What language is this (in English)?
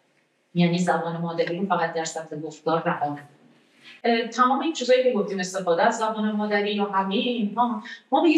Persian